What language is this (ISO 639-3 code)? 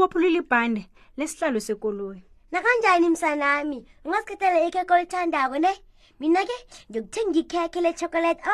nbl